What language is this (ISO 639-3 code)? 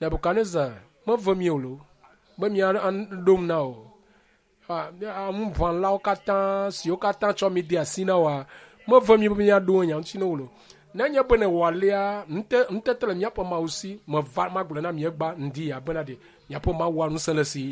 ewe